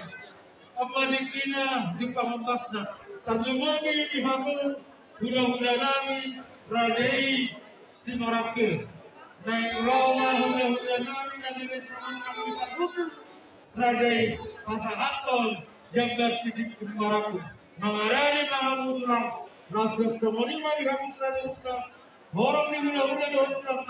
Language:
Batak Toba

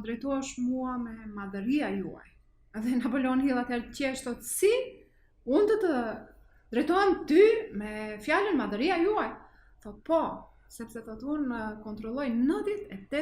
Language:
Albanian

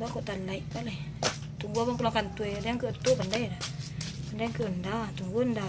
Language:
Minangkabau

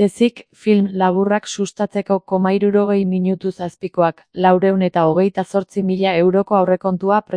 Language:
Basque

